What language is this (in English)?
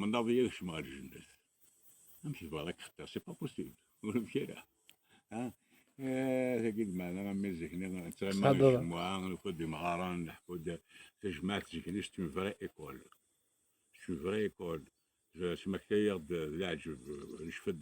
Kabyle